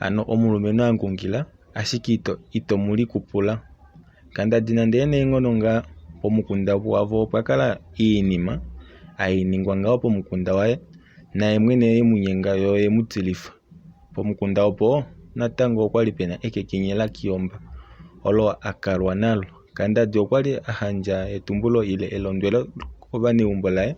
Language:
Kuanyama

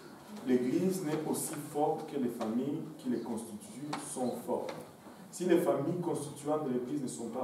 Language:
French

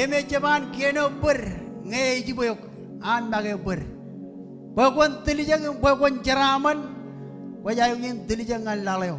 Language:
Marshallese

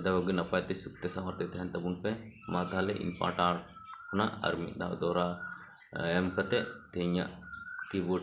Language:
Santali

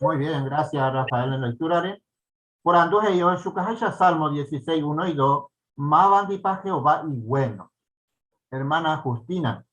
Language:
Guarani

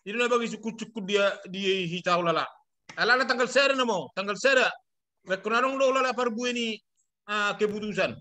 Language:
Batak Toba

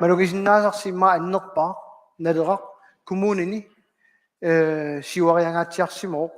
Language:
Kalaallisut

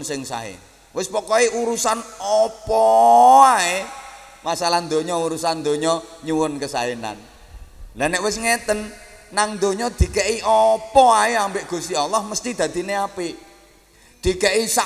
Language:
Javanese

